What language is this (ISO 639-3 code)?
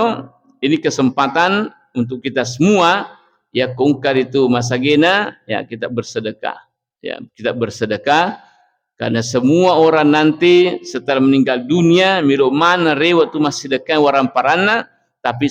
bug